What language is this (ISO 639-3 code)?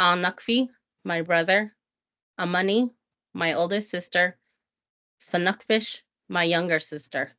cho